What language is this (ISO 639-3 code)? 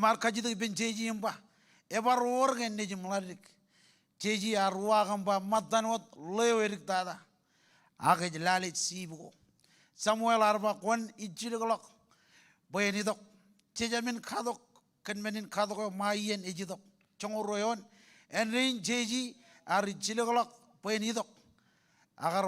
mah